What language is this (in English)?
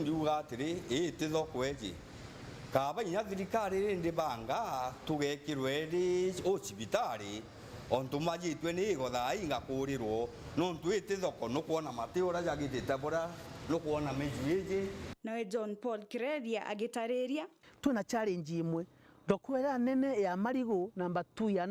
Meru